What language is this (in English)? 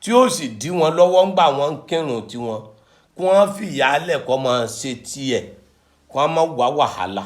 Yoruba